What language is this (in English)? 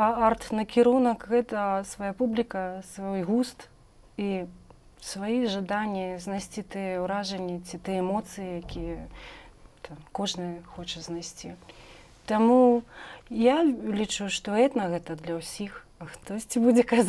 Belarusian